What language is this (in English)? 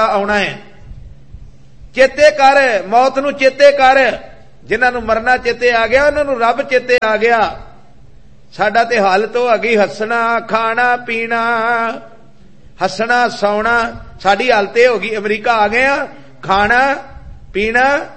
Punjabi